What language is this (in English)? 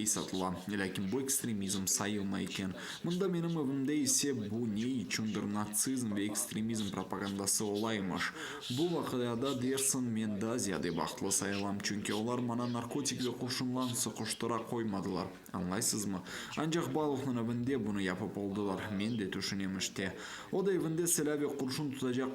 Crimean Tatar